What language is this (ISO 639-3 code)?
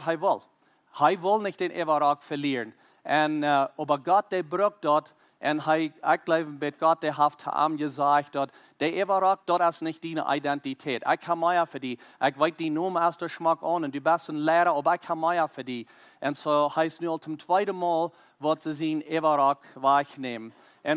pdt